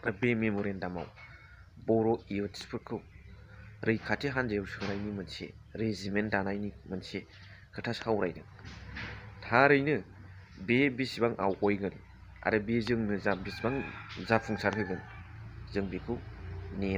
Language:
Bodo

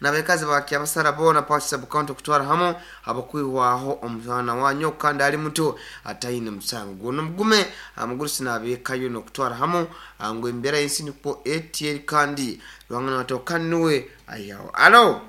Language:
Nyankole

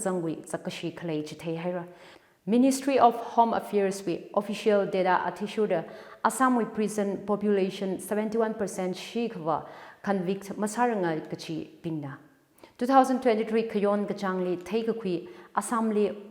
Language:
Tangkhul Naga (India)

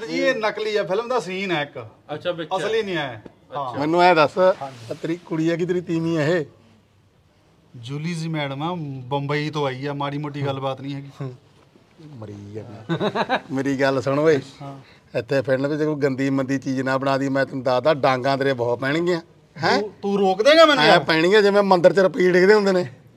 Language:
Punjabi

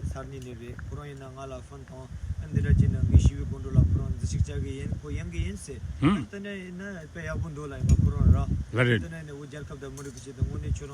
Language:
Tibetan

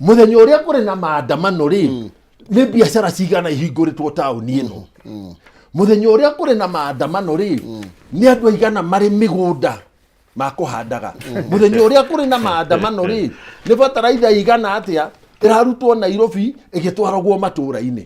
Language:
Kikuyu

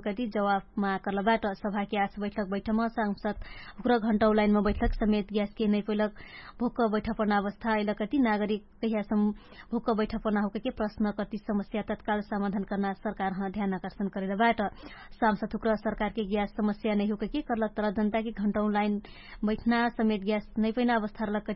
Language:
Dangaura Tharu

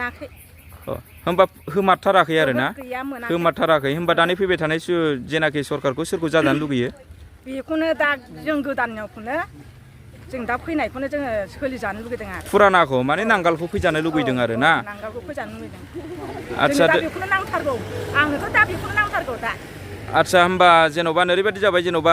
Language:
Bodo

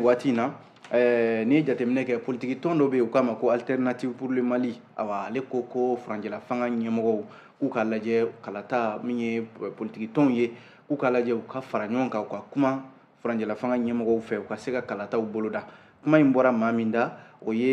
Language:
Bambara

